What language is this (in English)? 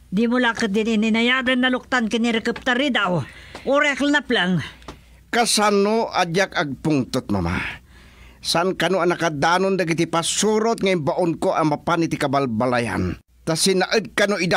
Iloko